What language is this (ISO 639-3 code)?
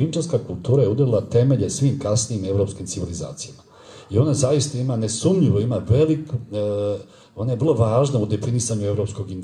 srp